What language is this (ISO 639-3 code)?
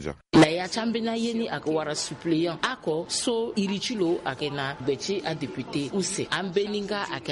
sag